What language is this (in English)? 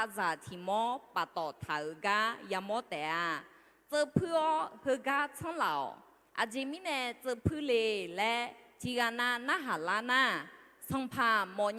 Akha